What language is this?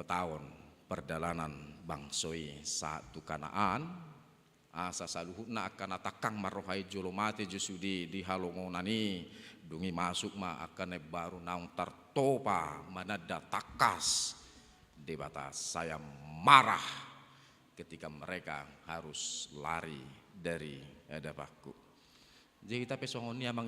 Batak Toba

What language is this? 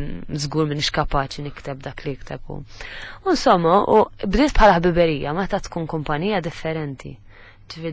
Maltese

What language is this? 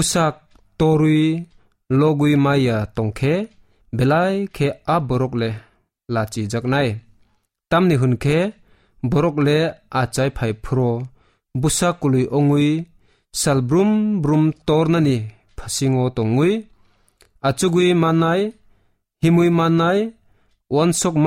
Kok Borok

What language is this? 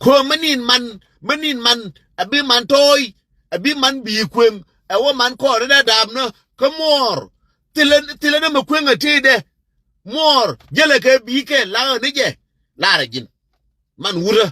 Nuer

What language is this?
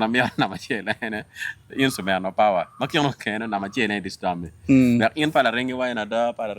Acoli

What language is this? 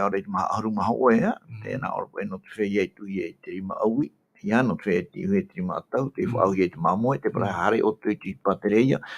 Tahitian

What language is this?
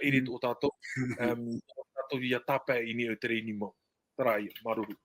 Tahitian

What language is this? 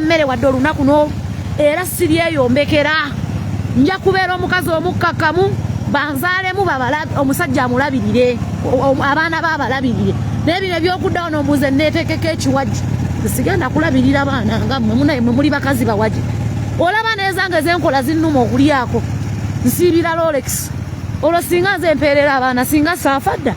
Ganda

